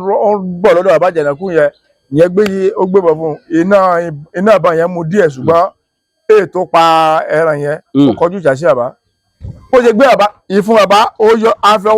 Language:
Yoruba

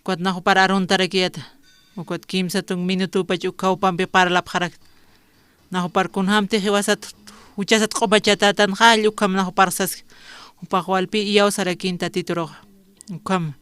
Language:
Aymara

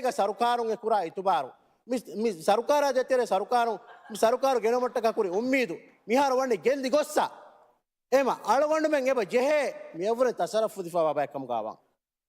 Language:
Divehi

